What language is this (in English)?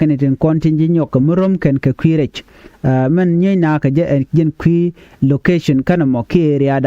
Nuer